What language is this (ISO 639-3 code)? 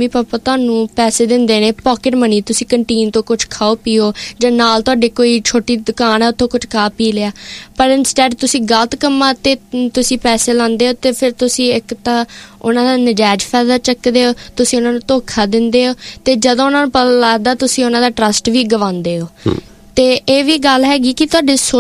pan